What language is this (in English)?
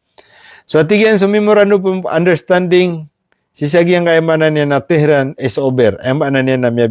Maranao